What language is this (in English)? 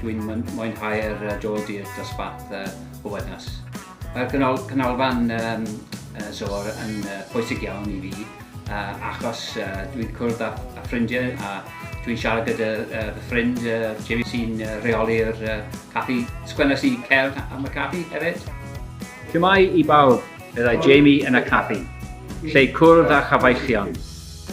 Welsh